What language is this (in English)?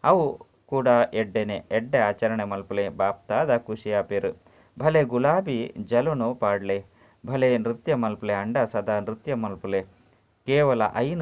Tulu